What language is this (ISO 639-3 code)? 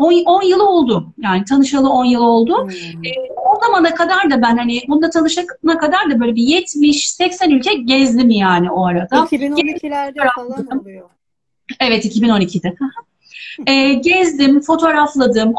tur